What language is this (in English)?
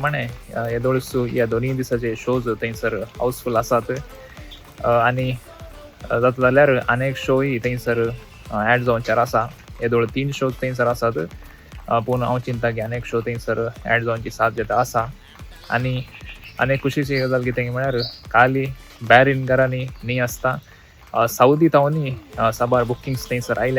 Konkani